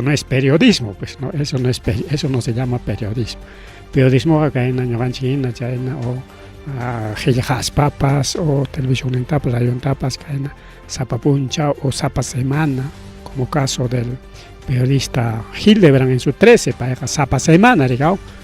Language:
Ayacucho Quechua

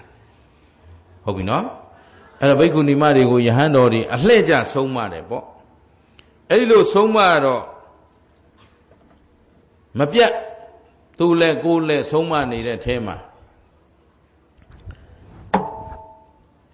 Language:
Burmese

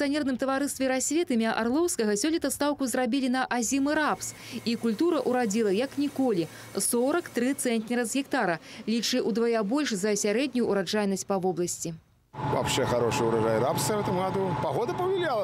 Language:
Belarusian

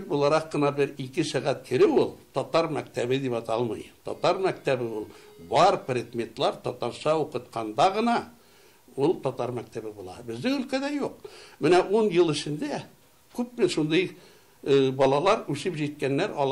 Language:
Tatar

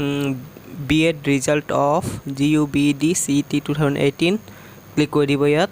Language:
Assamese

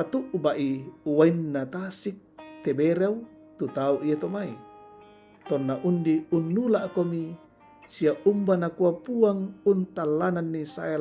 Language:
Toraja-Sa'dan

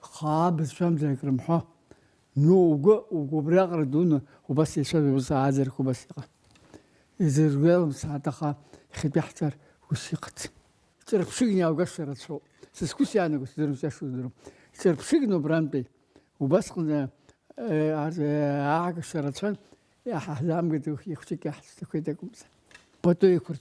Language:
Abkhazian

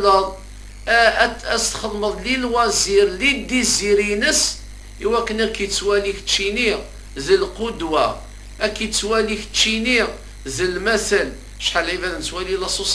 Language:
Kabyle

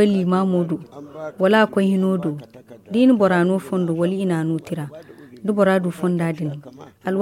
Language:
Zarma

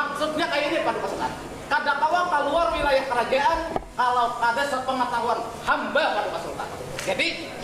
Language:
Banjar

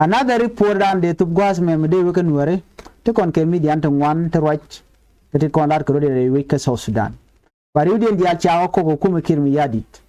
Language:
Nuer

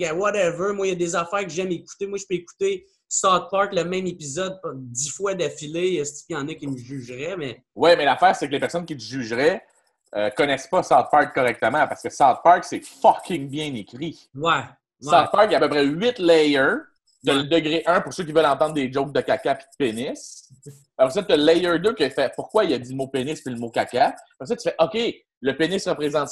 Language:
French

